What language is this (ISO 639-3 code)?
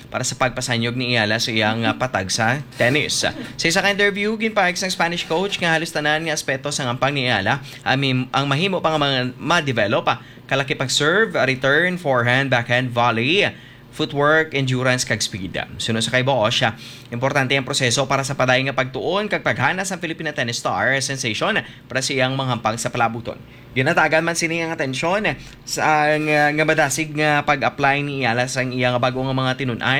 hil